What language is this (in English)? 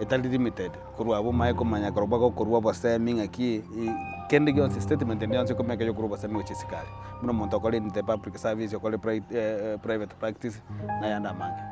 Gusii